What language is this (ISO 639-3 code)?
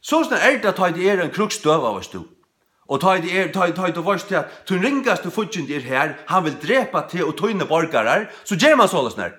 fao